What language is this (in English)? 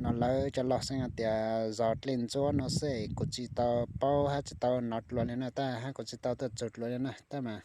Hmong